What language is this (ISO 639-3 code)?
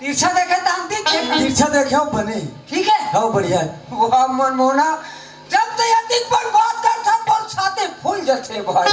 hne